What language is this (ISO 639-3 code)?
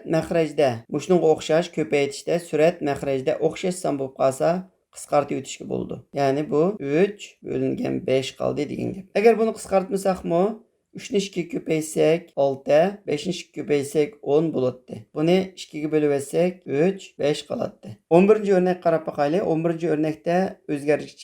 uig